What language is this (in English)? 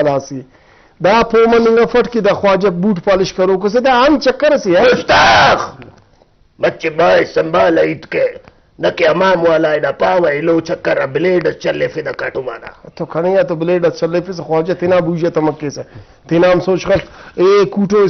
Brahui